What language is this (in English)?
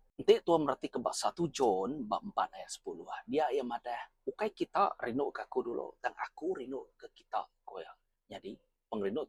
Iban